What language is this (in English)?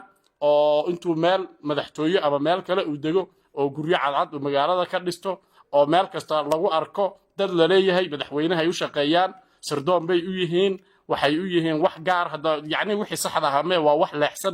Somali